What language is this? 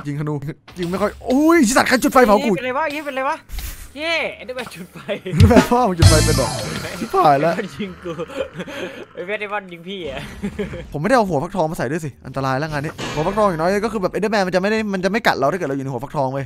Thai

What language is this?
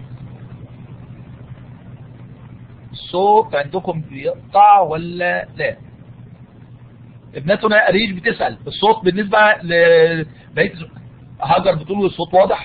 Egyptian Arabic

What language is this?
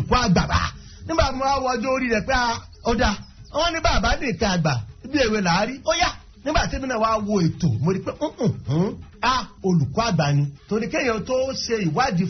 Yoruba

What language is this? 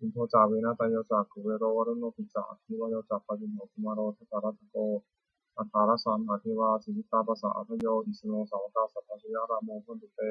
Pali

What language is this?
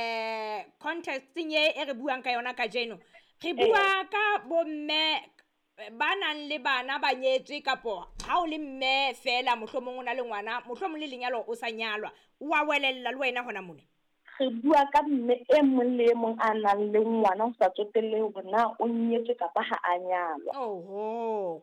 Southern Sotho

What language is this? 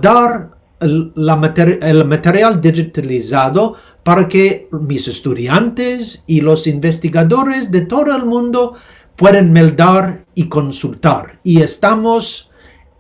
Ladino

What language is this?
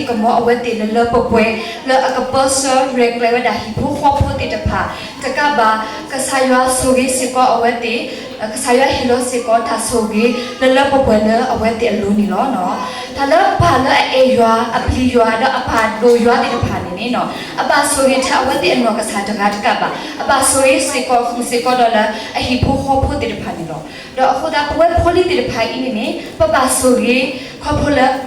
S'gaw Karen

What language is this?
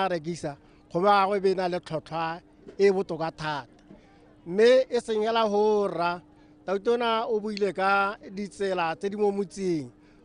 Tswana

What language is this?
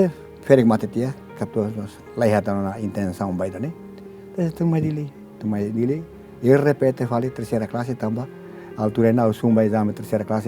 Tetum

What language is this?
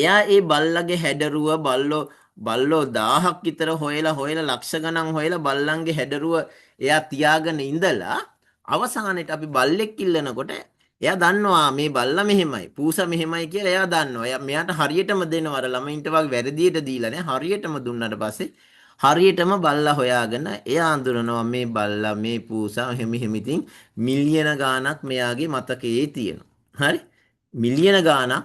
Sinhala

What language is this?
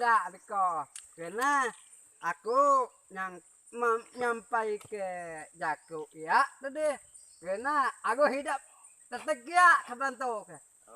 Iban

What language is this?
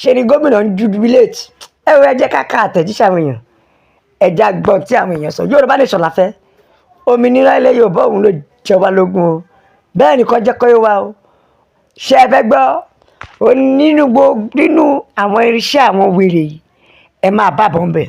Yoruba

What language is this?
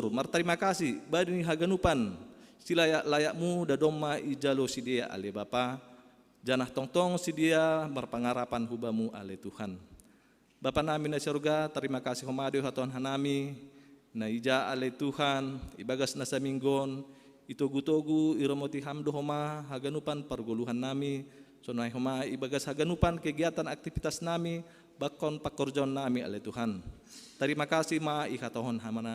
Batak Simalungun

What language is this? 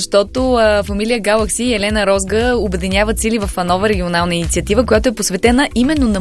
Bulgarian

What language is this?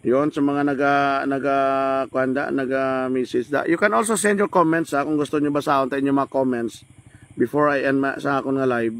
Hiligaynon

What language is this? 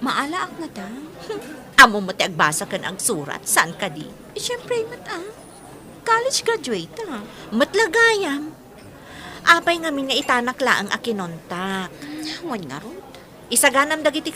Iloko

